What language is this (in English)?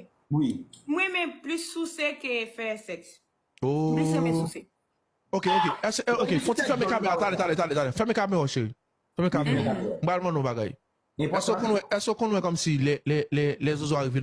Haitian Creole